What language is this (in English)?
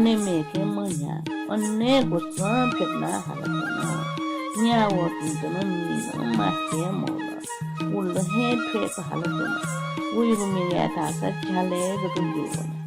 Newari